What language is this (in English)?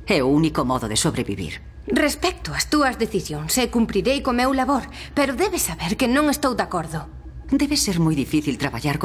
Galician